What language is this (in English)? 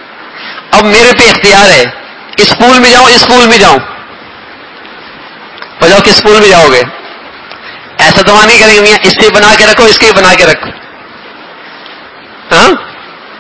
Urdu